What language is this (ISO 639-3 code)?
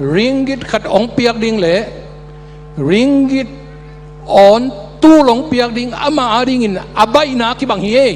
ctd